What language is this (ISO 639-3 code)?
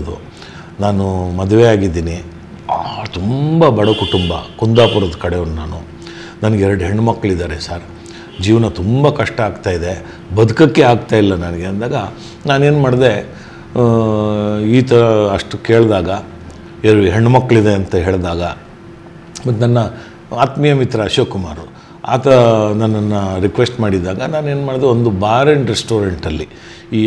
kan